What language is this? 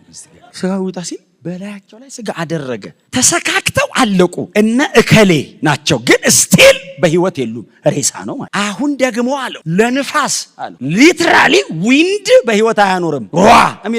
Amharic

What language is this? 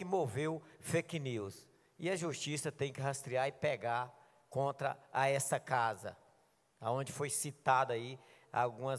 Portuguese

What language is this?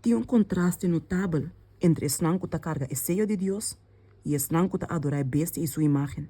Papiamento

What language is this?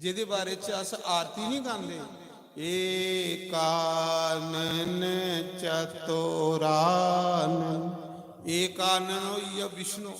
Dogri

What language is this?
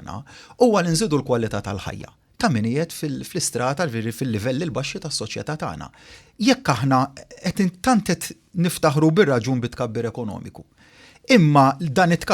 Maltese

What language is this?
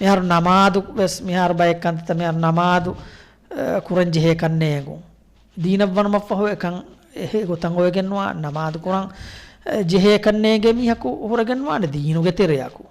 Divehi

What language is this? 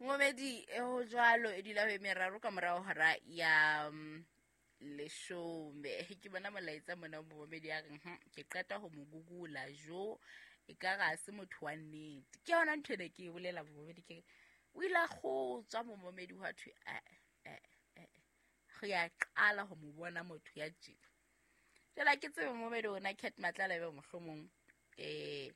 Southern Sotho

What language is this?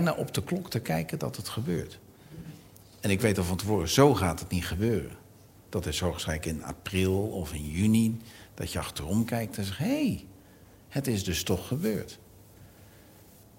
Dutch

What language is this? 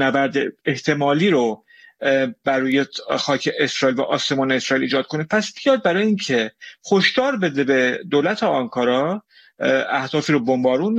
Persian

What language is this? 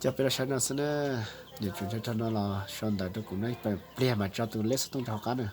Hmong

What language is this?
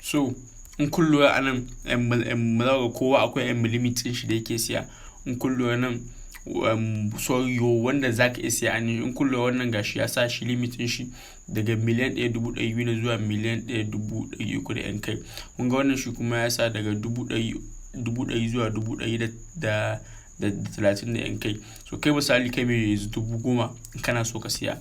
Hausa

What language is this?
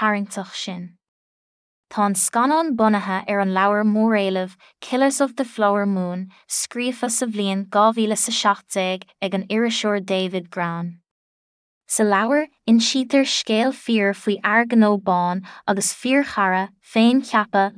Irish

